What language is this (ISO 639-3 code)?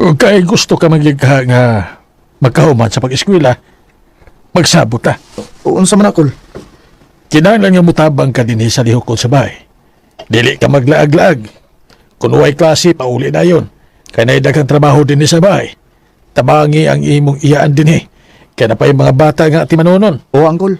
ceb